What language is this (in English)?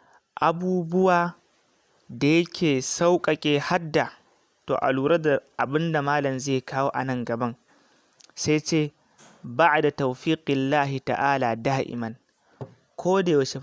Hausa